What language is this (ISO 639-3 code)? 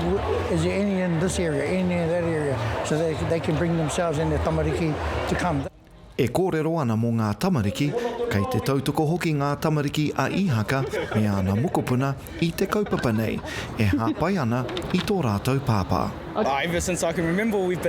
mri